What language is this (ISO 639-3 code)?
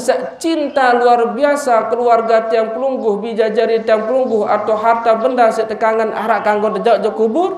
sas